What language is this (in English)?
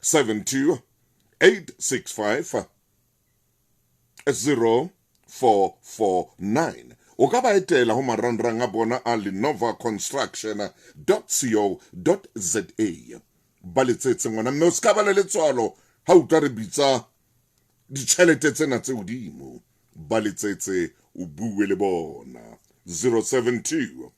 Southern Sotho